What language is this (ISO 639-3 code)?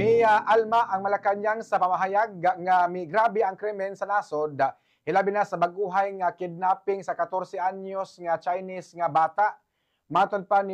ceb